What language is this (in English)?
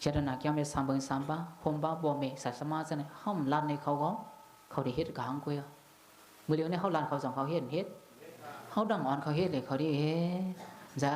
Shan